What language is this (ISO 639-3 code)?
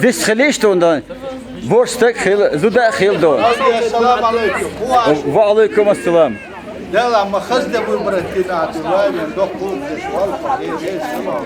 che